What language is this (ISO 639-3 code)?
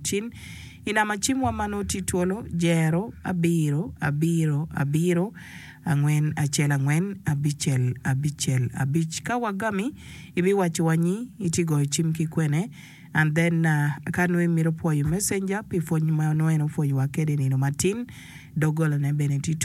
ach